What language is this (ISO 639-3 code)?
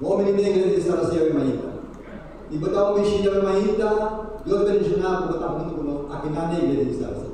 pap